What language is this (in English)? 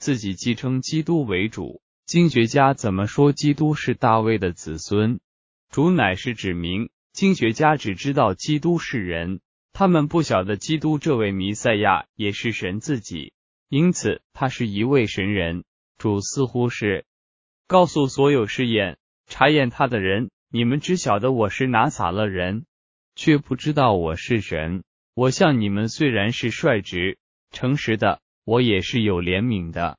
Chinese